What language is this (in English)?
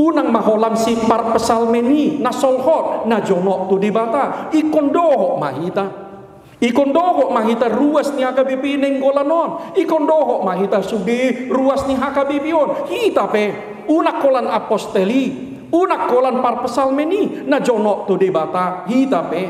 Batak Toba